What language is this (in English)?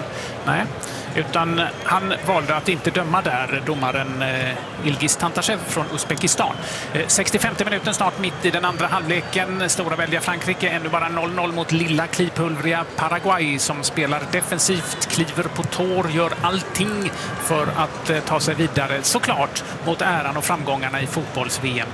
Swedish